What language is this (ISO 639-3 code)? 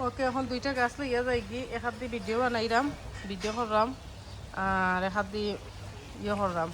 syl